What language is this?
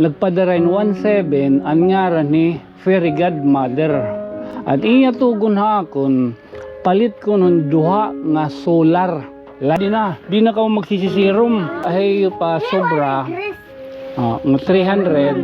Waray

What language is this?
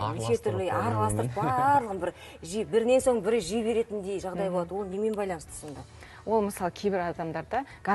Kazakh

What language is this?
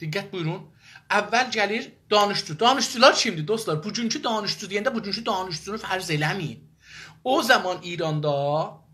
South Azerbaijani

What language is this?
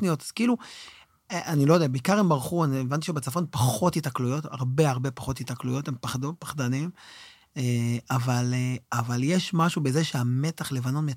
Hebrew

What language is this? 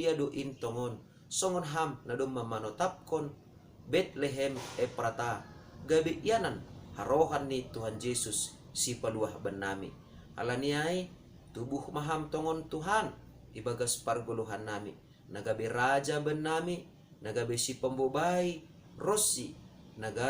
Batak Simalungun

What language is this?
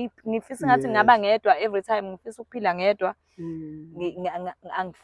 Zulu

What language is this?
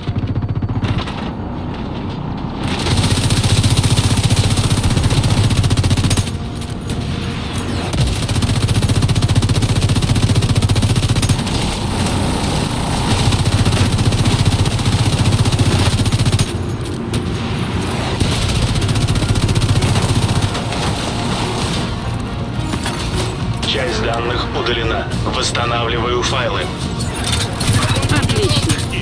Russian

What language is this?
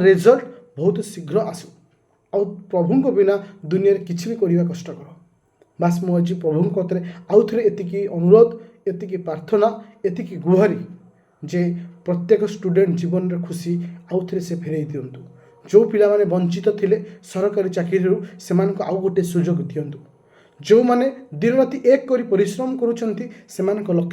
Odia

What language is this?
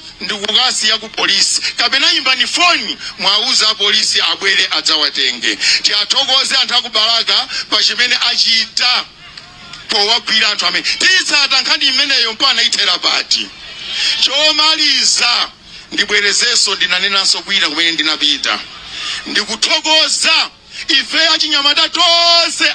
Nyanja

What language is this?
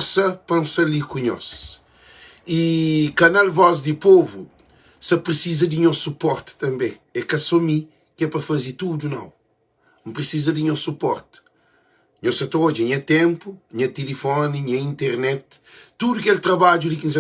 Kabuverdianu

